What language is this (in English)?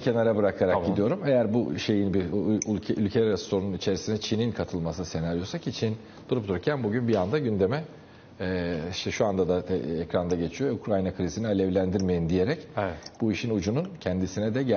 Turkish